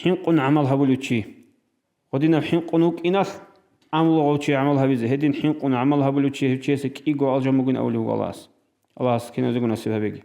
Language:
Avaric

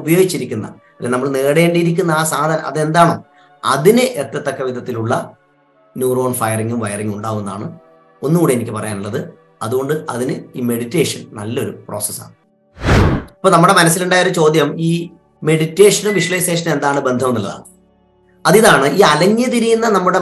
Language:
Malayalam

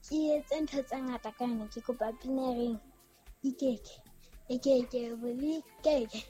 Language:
Southern Sotho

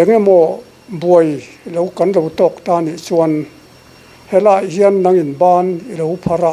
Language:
Mizo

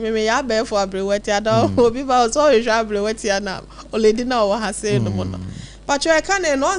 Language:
Akan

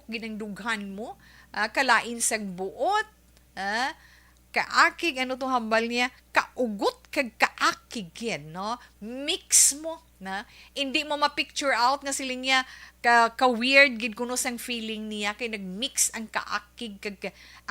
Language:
Hiligaynon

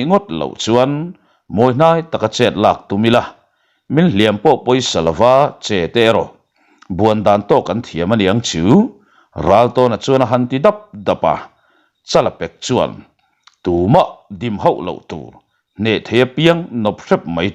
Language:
Mizo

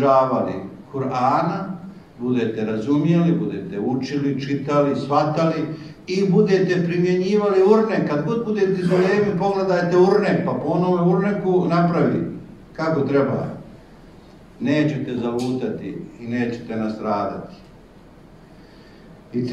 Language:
Bosnian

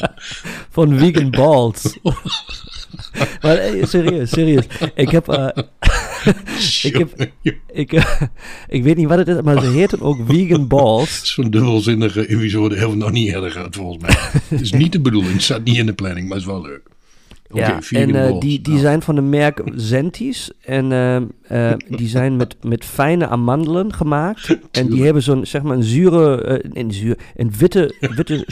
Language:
Dutch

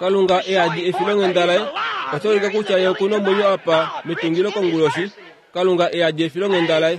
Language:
Kuanyama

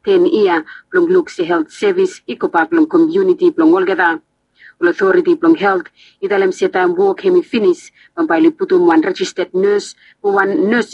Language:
Bislama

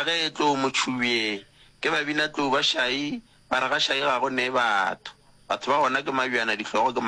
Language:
Northern Sotho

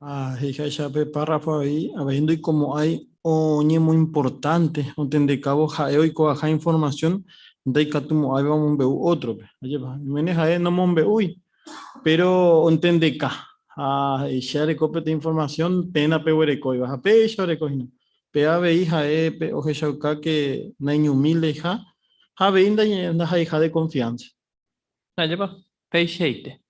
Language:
Guarani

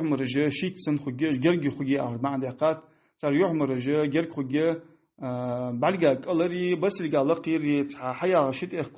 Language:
Ingush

